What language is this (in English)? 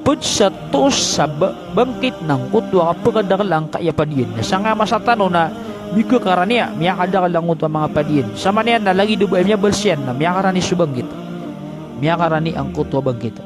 Maranao